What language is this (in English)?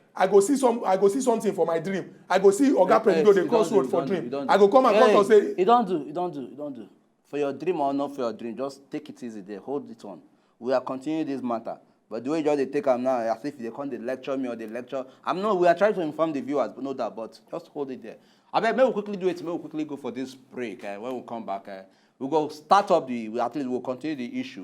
Nigerian Pidgin